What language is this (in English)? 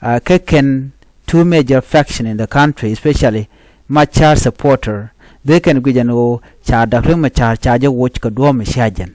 Nuer